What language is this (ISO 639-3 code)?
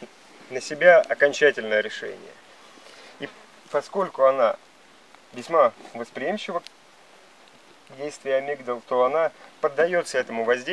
rus